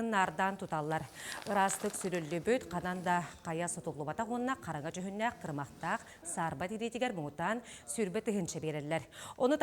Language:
Yakut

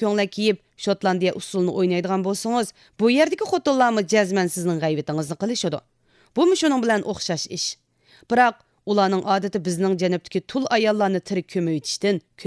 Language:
Uyghur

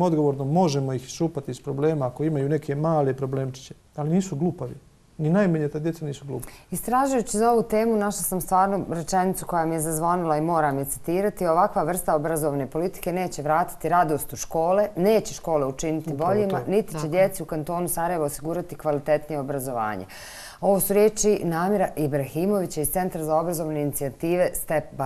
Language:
Bosnian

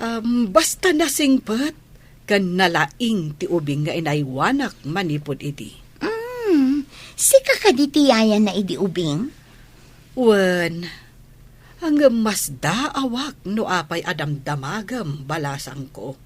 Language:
Iloko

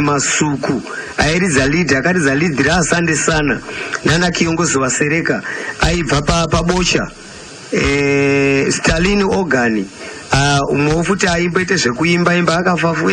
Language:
Shona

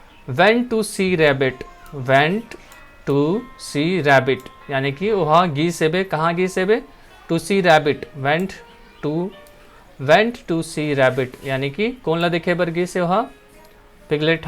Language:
Chhattisgarhi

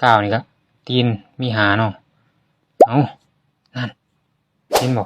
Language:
Northeastern Thai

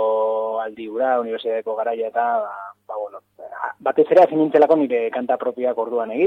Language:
Basque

